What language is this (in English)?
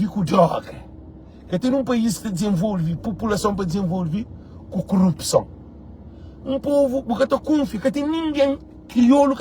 Kabuverdianu